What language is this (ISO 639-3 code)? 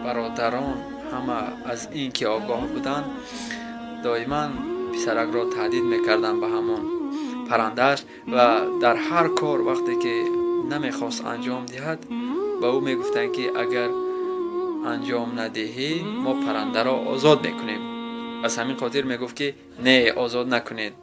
tgk